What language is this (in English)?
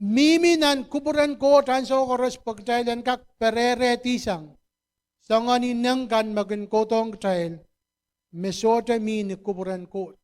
Pohnpeian